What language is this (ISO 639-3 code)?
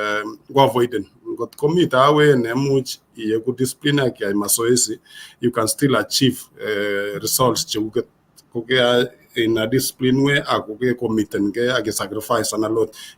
kln